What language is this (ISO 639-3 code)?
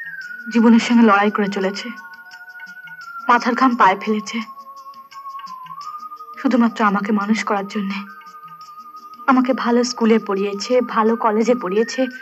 ben